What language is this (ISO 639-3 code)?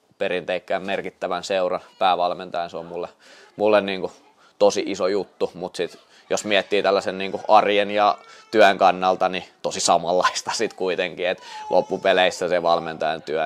fin